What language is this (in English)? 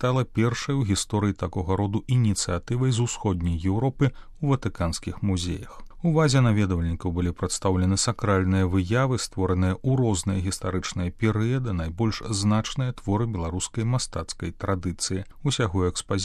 Belarusian